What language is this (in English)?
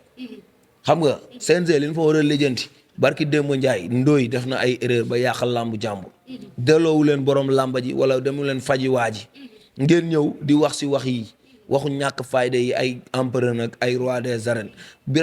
Wolof